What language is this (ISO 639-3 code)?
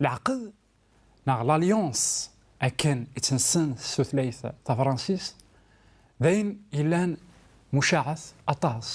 kab